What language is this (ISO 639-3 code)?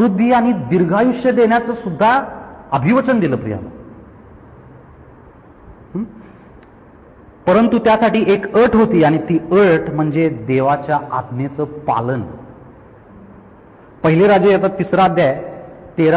mar